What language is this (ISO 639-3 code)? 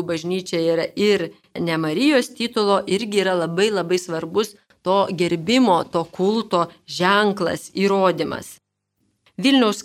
lit